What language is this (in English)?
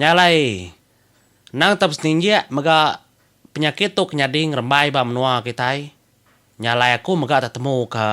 Iban